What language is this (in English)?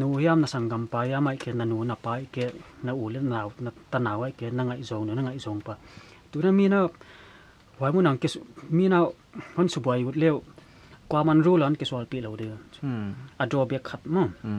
Paite Chin